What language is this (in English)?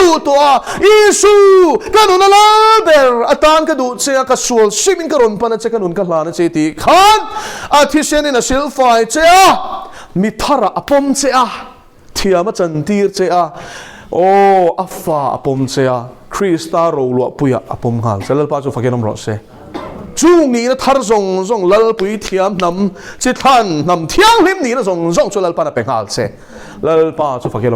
Mizo